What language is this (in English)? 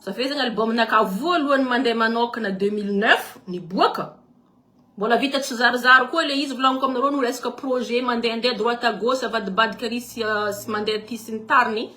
Malagasy